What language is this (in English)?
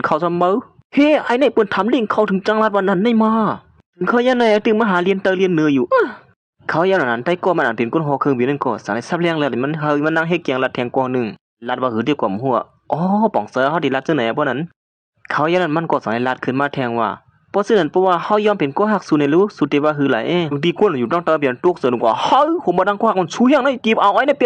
Shan